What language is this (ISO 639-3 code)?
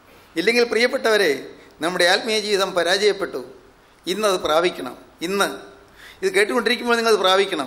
mal